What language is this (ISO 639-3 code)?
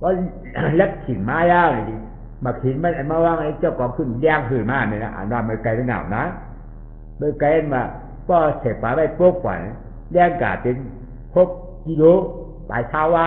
shn